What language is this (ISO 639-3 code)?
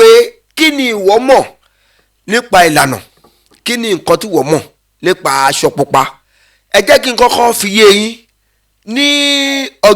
yor